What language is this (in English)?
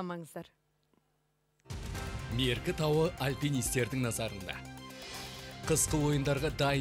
Kazakh